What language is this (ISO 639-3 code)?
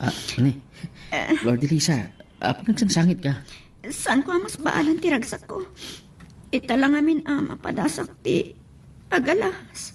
ilo